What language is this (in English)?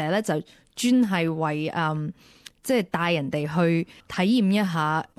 Cantonese